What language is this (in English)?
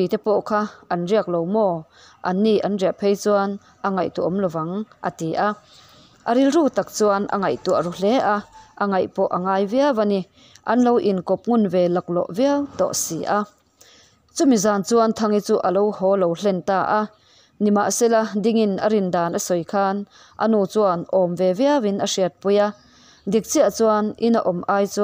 Mizo